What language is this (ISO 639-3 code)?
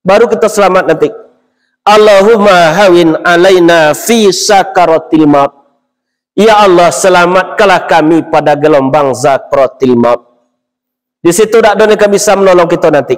min